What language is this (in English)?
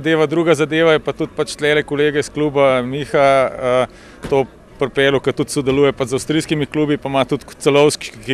Slovenian